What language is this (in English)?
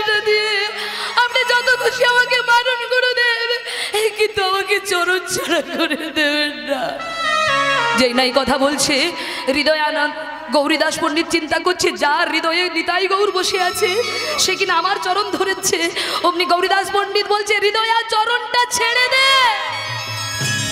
Bangla